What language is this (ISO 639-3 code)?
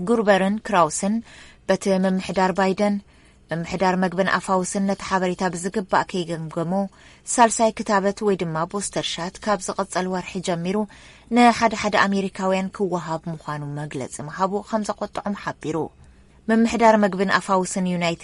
tir